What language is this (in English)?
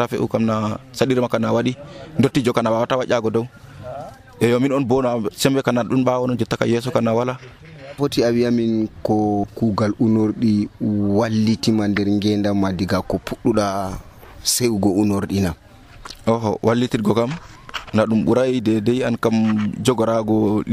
Nigerian Fulfulde